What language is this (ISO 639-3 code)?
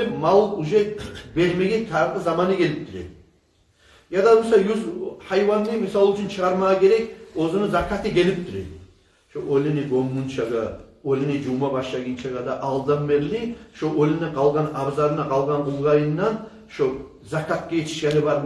kum